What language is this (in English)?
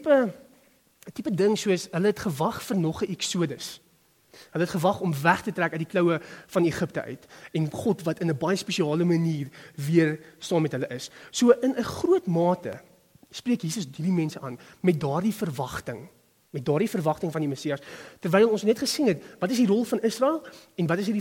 Afrikaans